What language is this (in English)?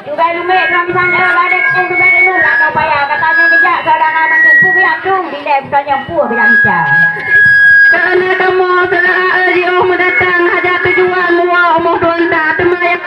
Achinese